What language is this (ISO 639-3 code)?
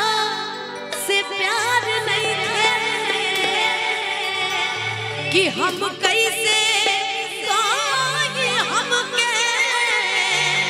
bho